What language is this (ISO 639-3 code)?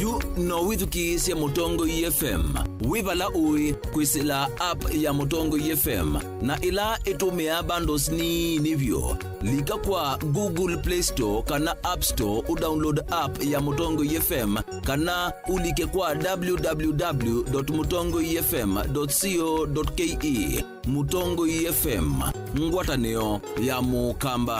kam